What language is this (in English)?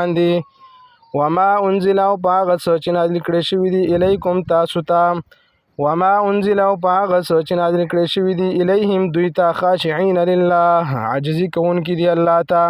Pashto